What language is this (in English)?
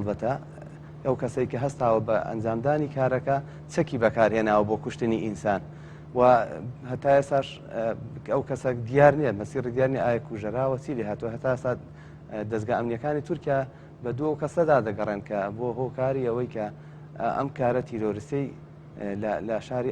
Central Kurdish